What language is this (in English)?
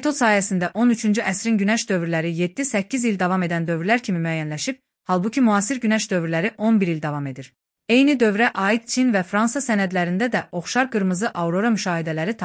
Azerbaijani